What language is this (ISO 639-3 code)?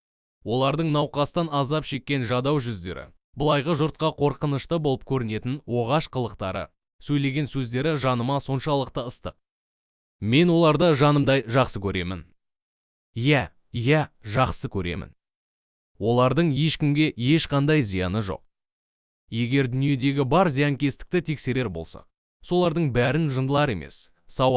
kaz